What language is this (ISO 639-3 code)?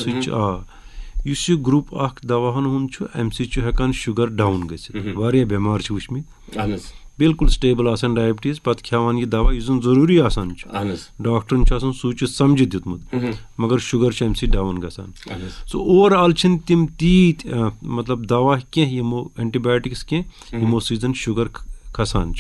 kas